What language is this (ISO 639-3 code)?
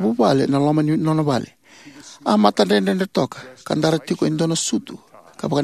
fij